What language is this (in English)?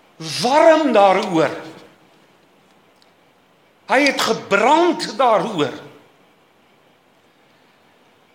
Afrikaans